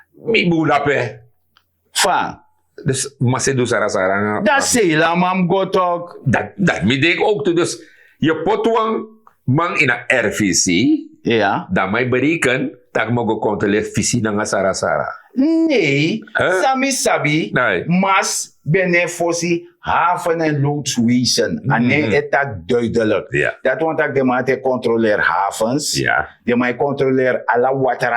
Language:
Sranan Tongo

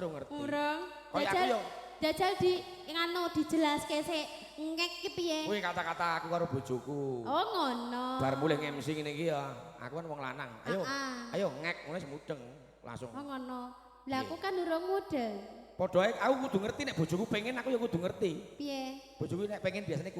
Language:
Javanese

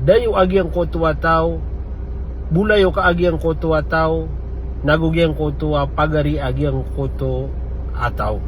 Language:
Maranao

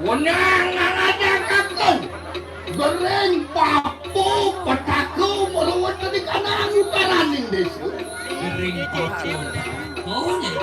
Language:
Balinese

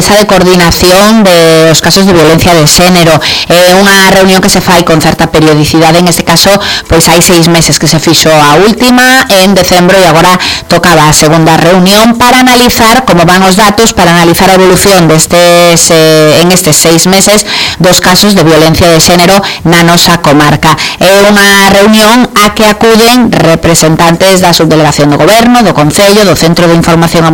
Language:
Galician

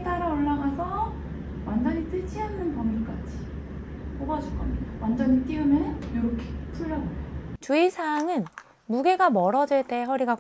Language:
Korean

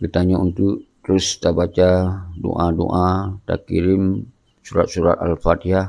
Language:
Achinese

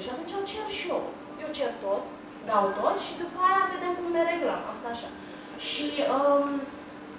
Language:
Romanian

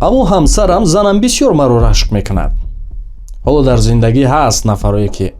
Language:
Tajik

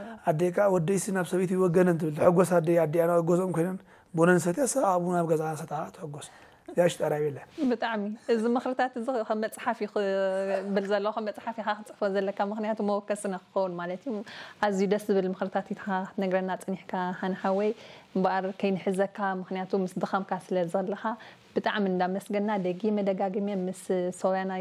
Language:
Tigrinya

